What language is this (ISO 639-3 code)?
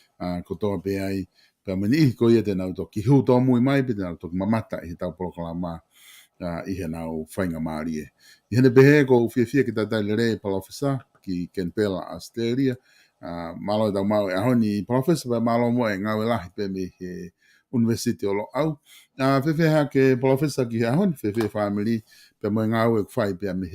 ton